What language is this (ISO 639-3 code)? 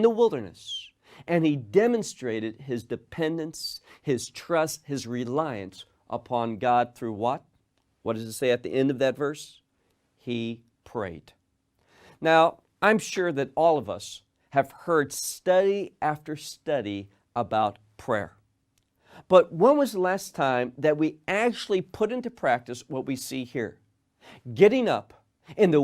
eng